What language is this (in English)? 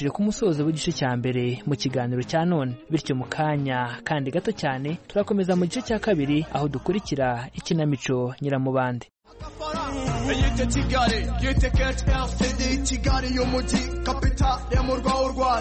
Kinyarwanda